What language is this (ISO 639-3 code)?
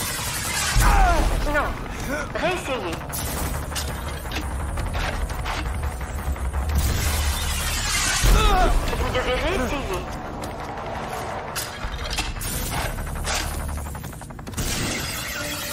fra